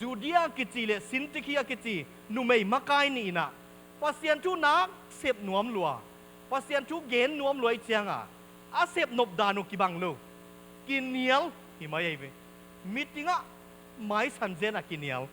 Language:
Tedim Chin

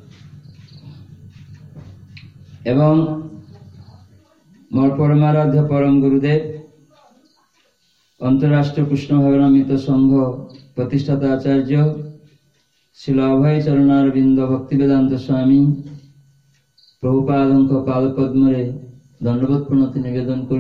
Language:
Odia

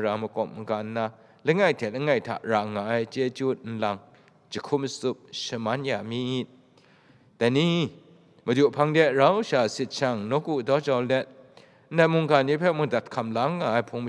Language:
Kachin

